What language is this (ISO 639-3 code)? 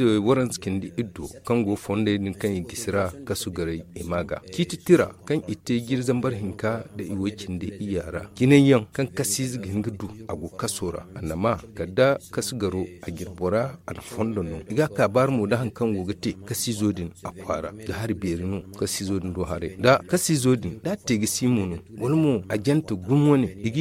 dje